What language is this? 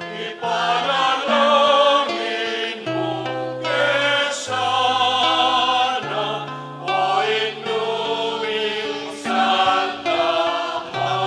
Pampanga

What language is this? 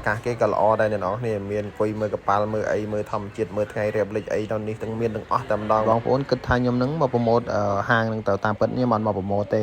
Khmer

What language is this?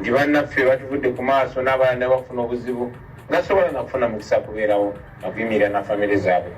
Ganda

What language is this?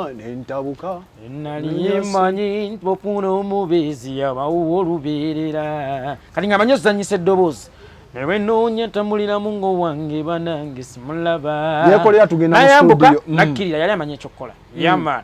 Ganda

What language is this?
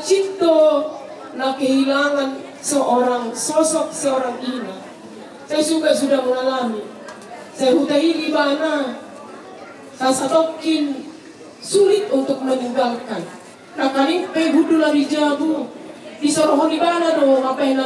Batak Toba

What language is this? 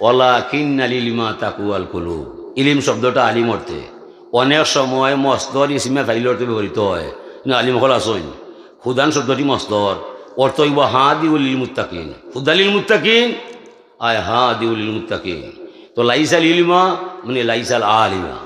Sylheti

